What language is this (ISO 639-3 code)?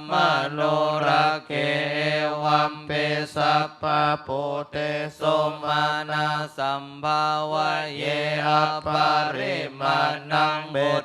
pli